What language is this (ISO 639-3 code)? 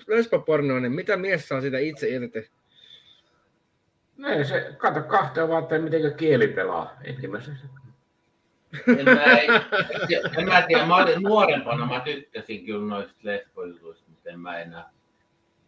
fin